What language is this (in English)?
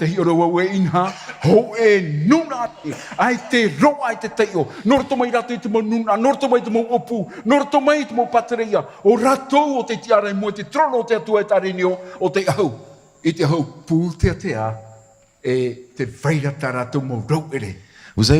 Tahitian